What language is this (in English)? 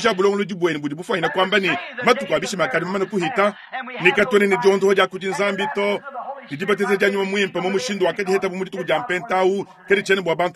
Luba-Lulua